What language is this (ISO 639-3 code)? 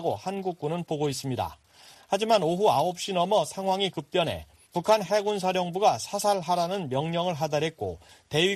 kor